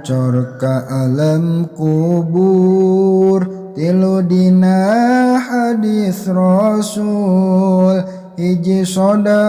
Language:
Sundanese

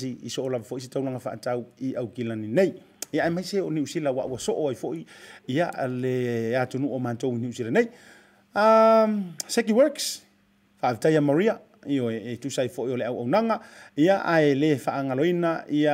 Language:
Samoan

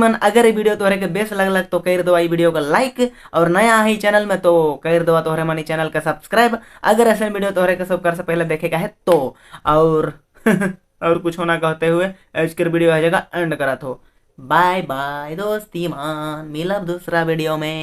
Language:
Sadri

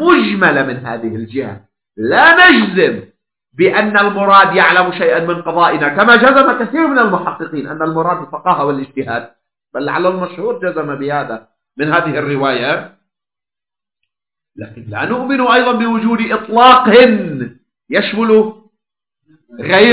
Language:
Arabic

